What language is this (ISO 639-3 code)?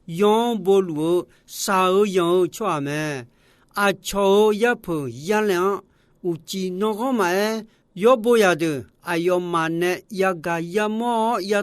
ahk